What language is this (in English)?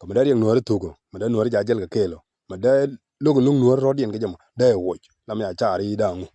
Nuer